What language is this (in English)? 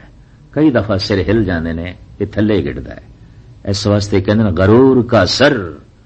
Punjabi